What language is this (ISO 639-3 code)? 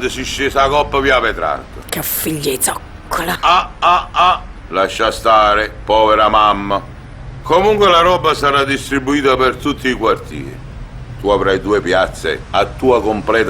nap